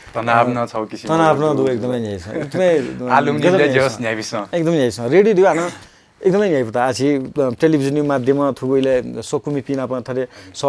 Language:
Newari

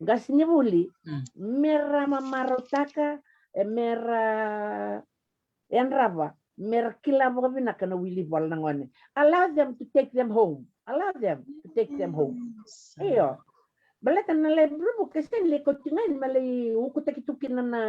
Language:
Fijian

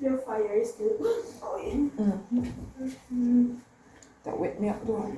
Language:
Jamaican Creole English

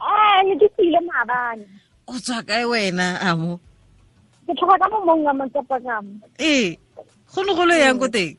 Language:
Tswana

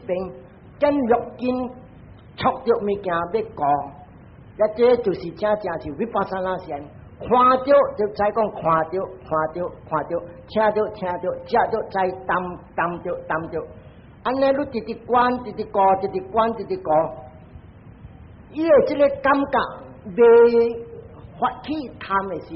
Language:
Min Nan Chinese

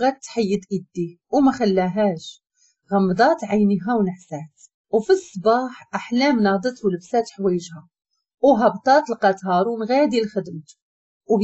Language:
Moroccan Arabic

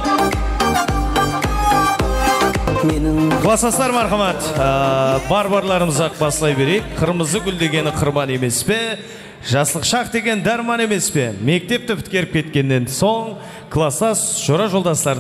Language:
Kara-Kalpak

